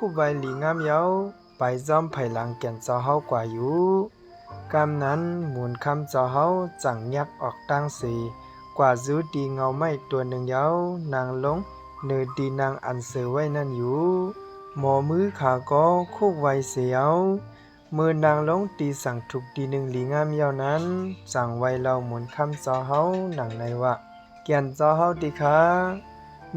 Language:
Shan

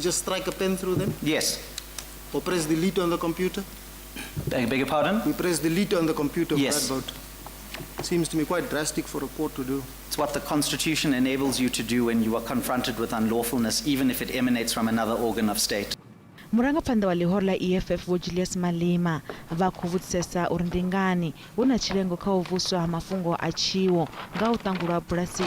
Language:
Venda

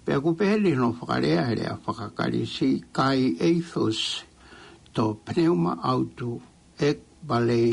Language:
Tongan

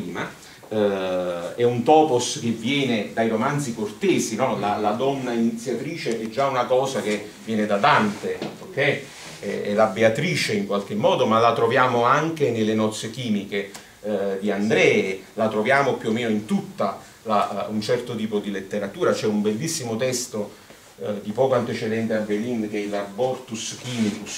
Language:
Italian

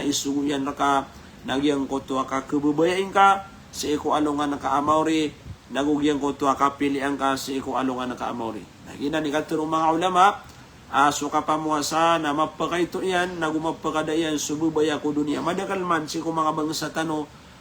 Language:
Maranao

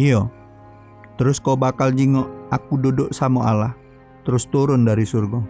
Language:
Musi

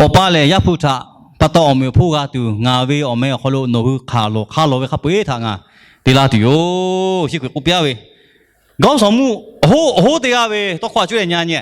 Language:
Lahu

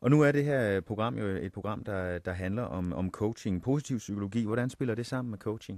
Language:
Danish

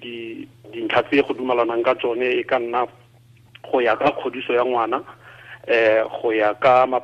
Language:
Tswana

